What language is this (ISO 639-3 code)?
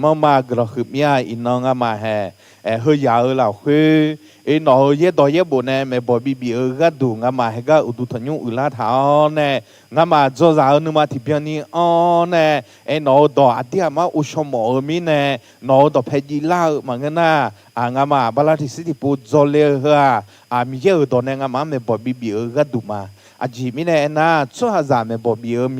ahk